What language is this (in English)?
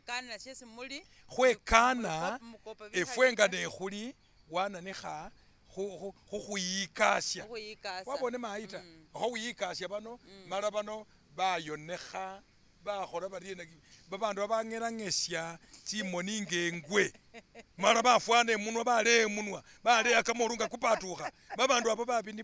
Masaaba